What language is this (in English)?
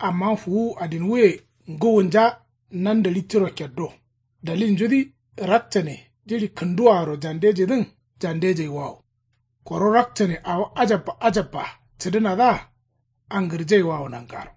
Kanuri